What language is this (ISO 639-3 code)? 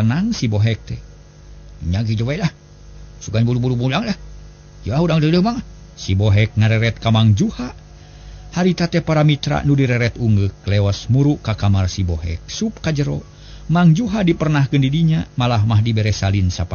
sun